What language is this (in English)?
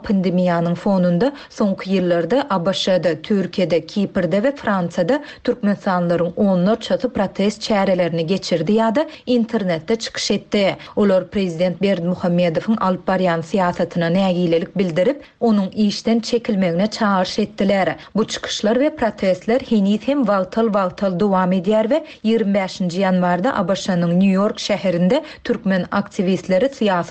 Turkmen